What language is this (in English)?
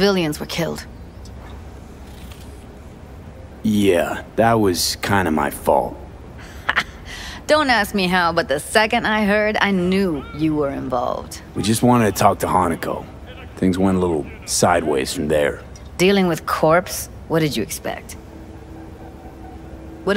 English